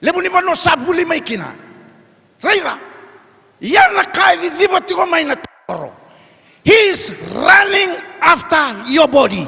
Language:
Fijian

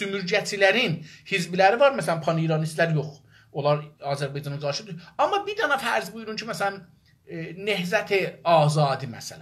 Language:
South Azerbaijani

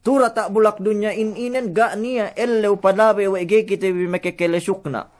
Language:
Yakan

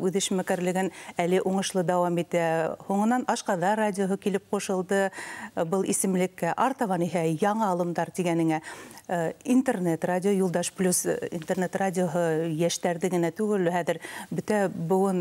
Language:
Bashkir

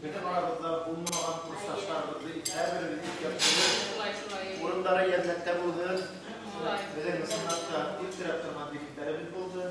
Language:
Bashkir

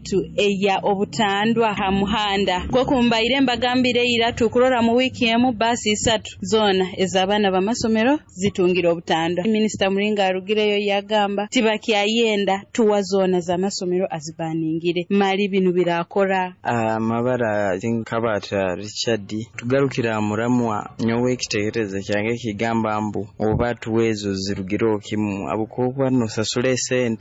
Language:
Nyoro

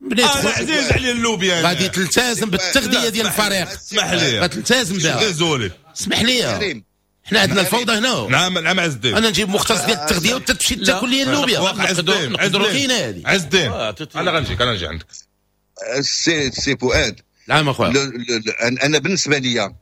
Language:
Moroccan Arabic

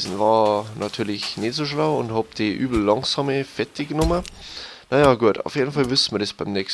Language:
Bavarian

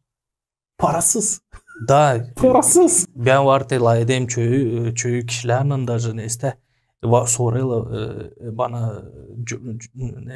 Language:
Gagauz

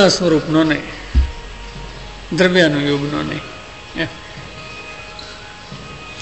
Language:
Gujarati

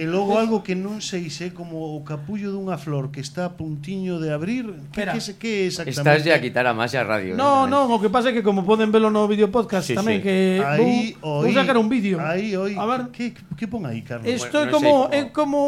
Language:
Galician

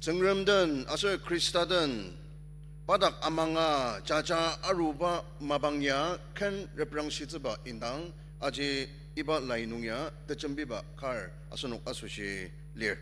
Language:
Ao Naga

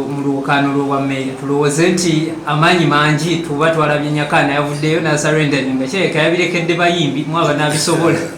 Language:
Ganda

